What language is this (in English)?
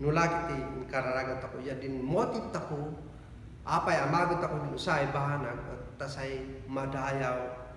Kankanaey